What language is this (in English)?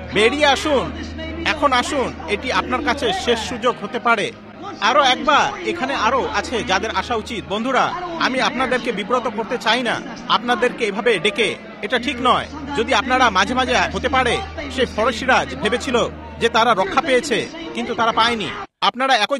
Bangla